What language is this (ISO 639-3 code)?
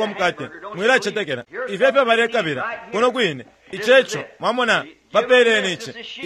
bem